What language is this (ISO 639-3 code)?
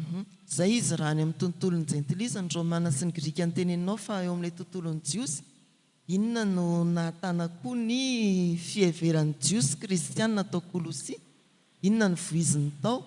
mlg